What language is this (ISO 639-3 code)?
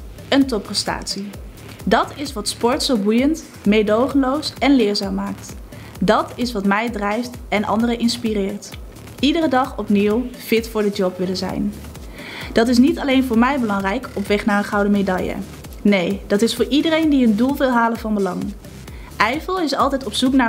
nld